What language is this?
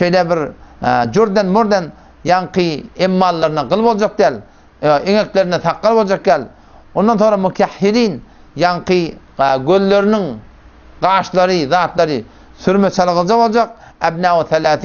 Turkmen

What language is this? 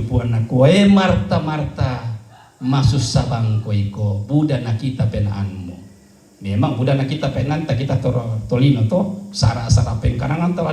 Toraja-Sa'dan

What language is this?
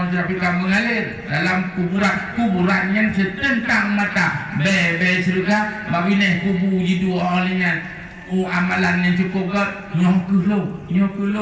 Achinese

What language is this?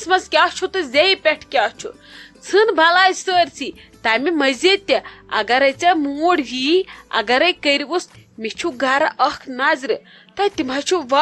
Kashmiri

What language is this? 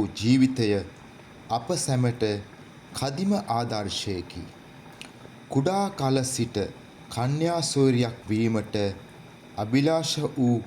Sinhala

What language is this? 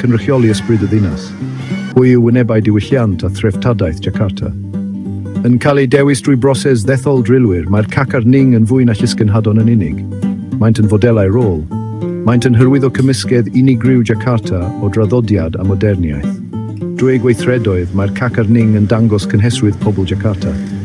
Welsh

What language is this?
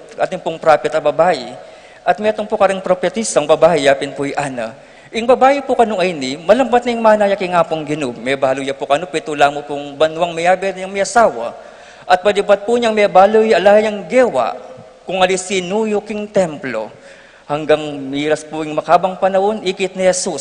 Pampanga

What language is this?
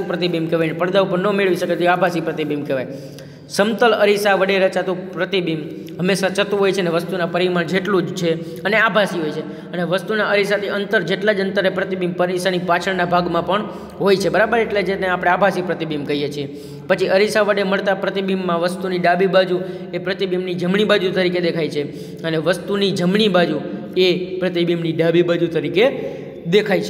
Gujarati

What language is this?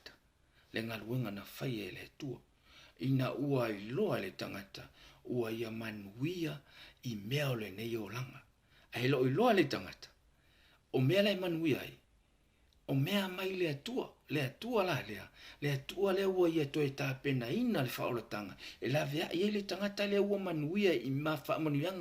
Samoan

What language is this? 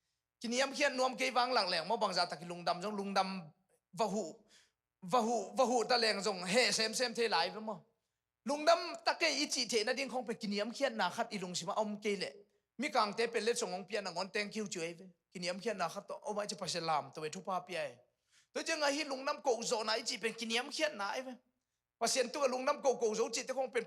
Tedim Chin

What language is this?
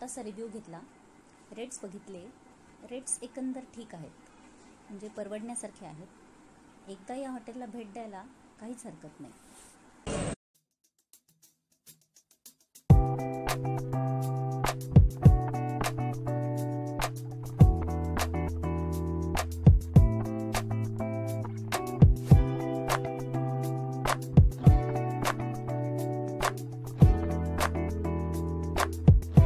Marathi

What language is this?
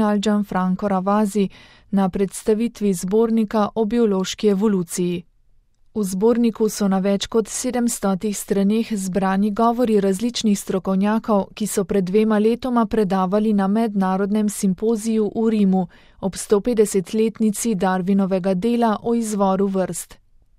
Slovenian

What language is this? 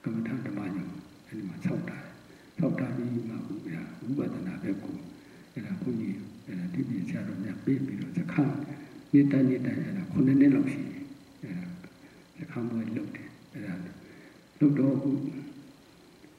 Burmese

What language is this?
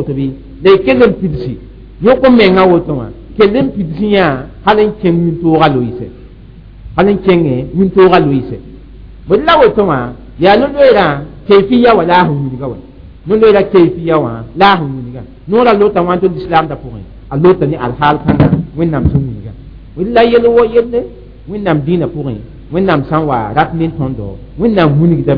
Mossi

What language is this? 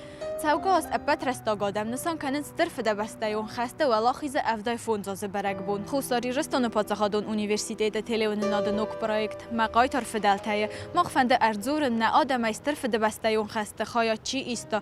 Ossetic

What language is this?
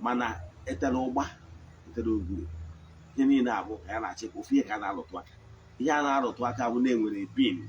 Igbo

